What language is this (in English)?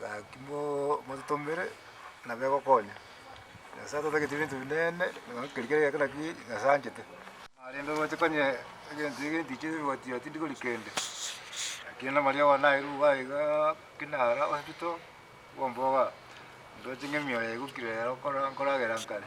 Gusii